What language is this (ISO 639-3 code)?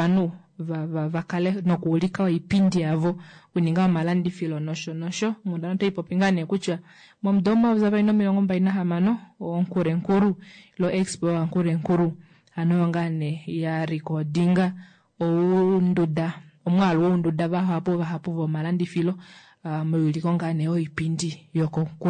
kua